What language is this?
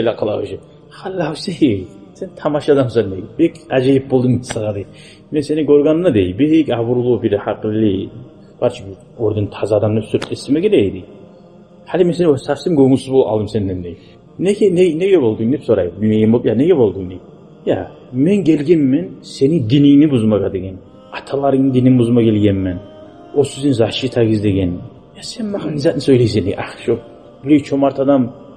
Kumyk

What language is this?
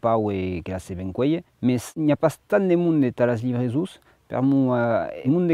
Occitan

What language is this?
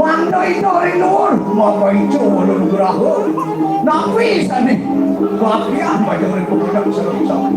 Balinese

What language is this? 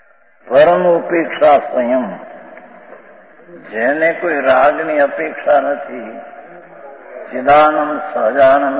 Gujarati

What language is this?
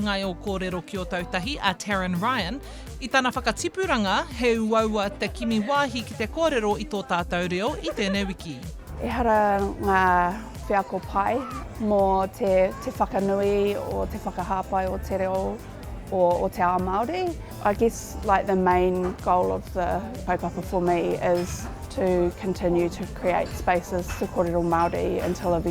Māori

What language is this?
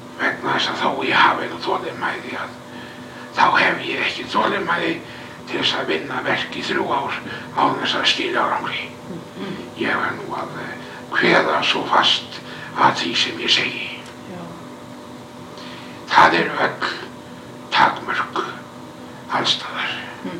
Icelandic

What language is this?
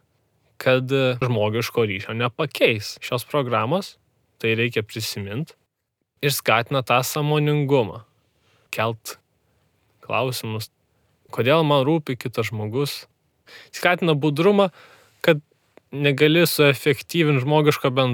Lithuanian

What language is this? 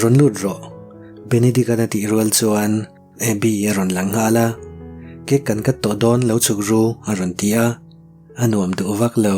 Mizo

